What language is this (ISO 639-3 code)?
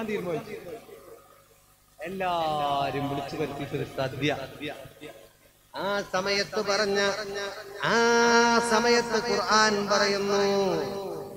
mal